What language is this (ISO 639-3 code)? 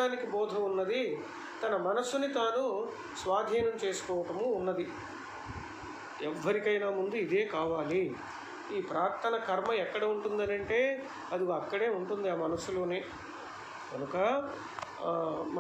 tel